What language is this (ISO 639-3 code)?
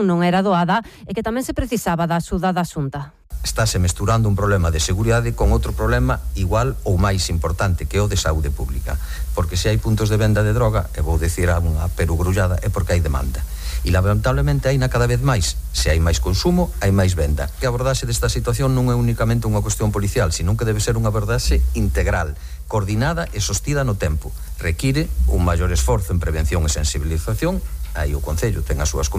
glg